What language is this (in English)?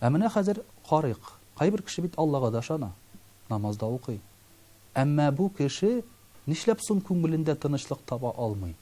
Tatar